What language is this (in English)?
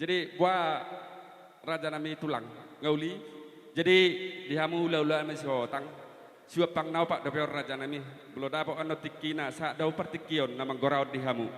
Batak Toba